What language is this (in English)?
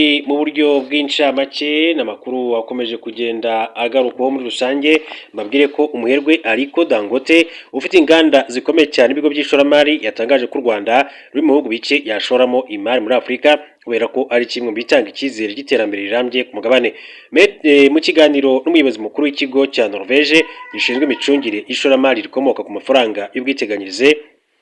Kinyarwanda